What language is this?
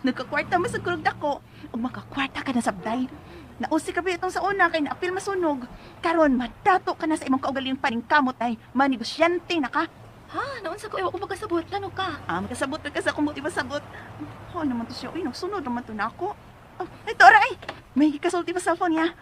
Cebuano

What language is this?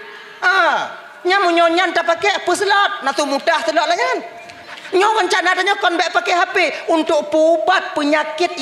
Achinese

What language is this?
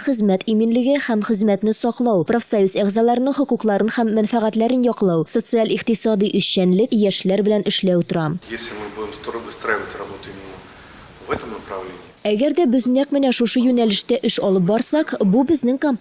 Tatar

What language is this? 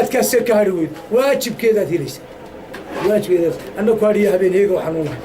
Somali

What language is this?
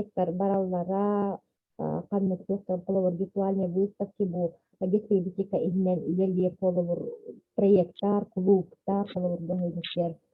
Yakut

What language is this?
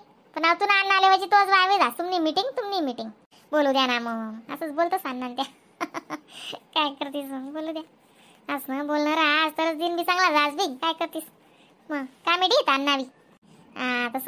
Khandesi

